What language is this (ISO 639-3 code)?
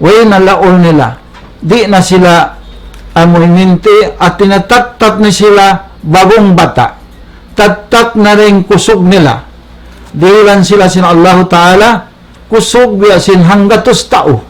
tsg